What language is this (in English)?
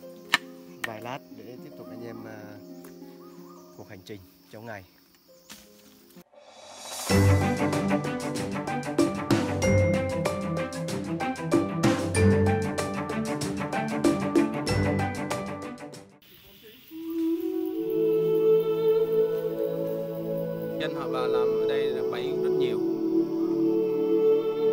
Vietnamese